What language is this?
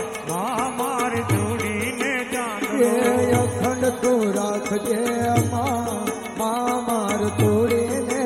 Gujarati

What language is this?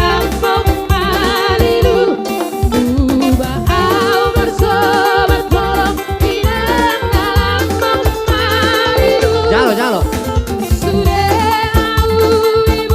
Batak Toba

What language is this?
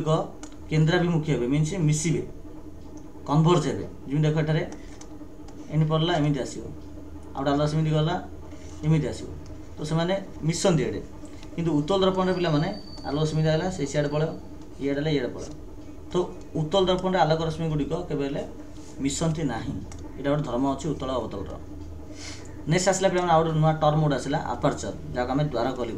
Odia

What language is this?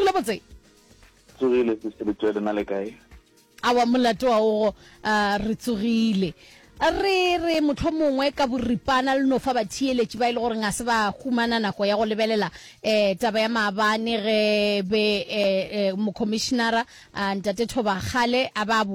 Northern Sotho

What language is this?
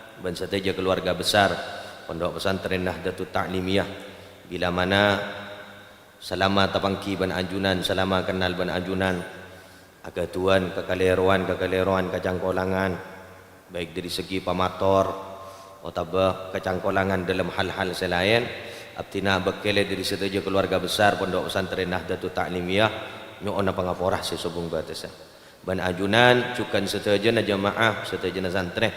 Madurese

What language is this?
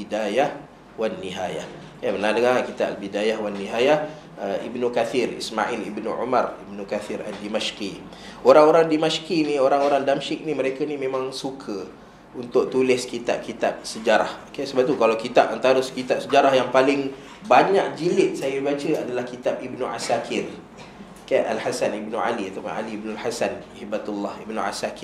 Malay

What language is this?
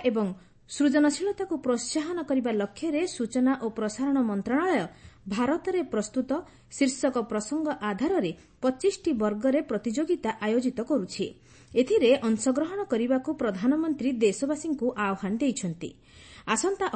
Odia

